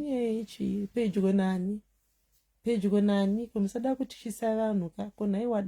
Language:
Shona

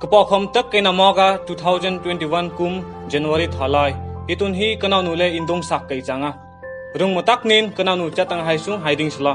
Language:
Hmar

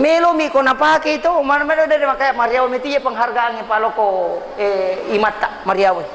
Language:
Buginese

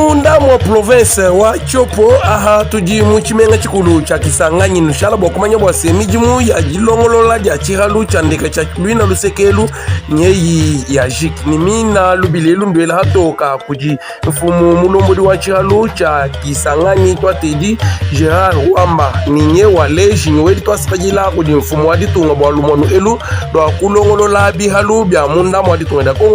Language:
Luba-Lulua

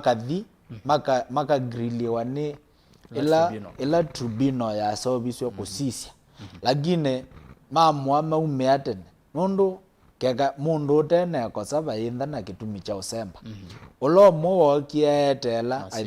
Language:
Kamba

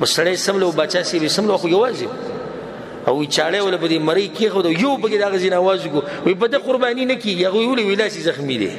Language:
Pashto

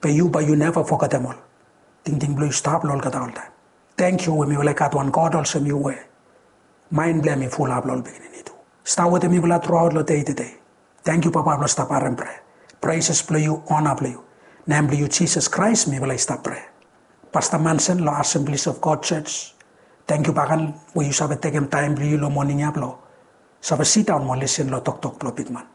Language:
Bislama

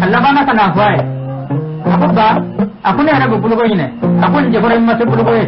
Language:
Bambara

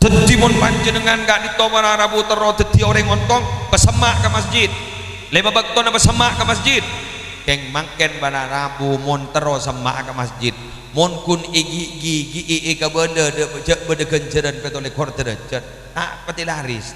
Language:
Madurese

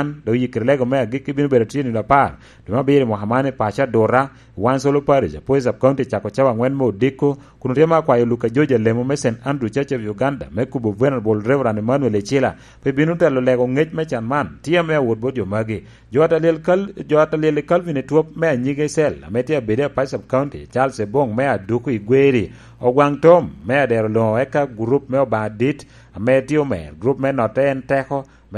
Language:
Lango (Uganda)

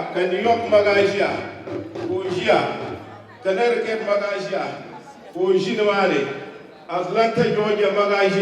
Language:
Dagbani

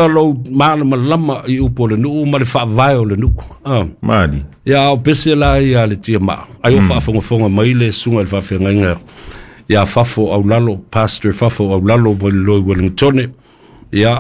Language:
Samoan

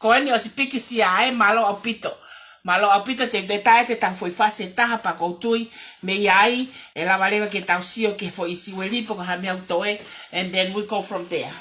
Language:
Tongan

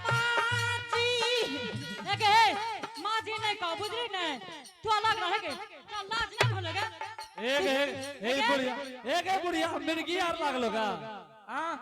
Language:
Angika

